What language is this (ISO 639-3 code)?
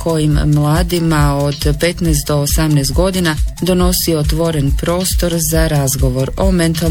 hrv